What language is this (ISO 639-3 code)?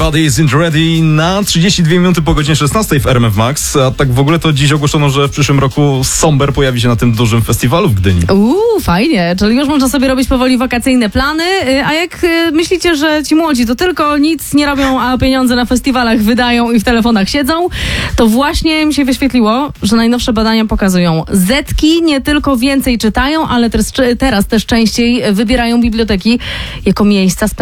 pol